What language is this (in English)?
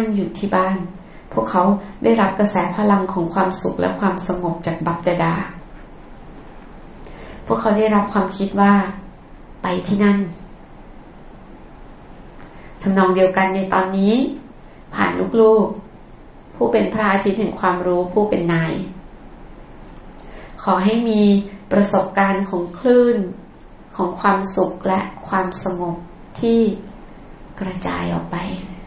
Thai